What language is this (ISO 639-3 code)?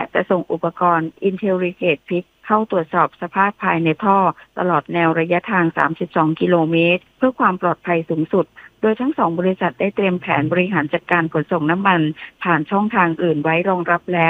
tha